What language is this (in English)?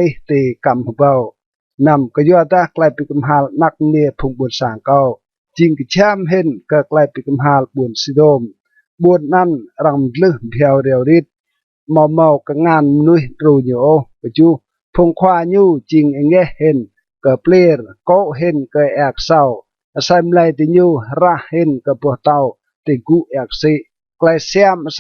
Rade